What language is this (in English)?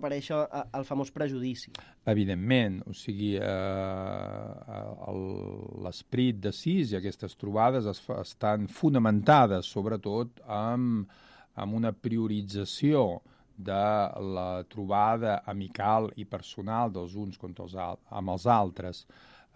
Catalan